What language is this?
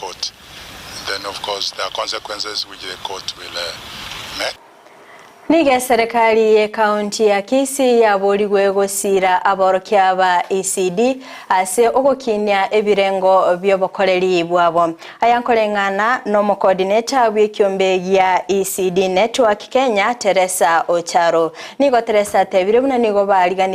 Gusii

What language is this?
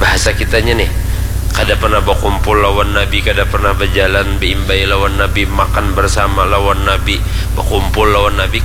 Banjar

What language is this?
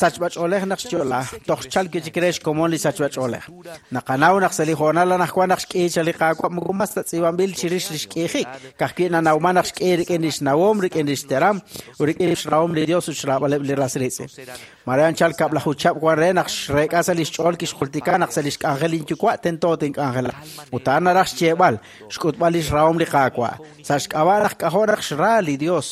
Kekchí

